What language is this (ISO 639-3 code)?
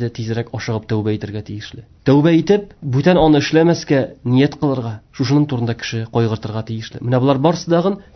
tat